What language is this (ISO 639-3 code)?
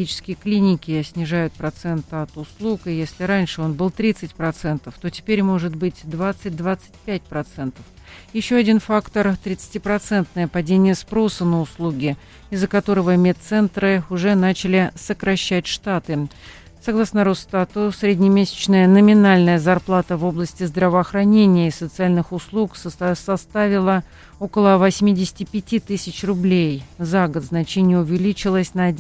rus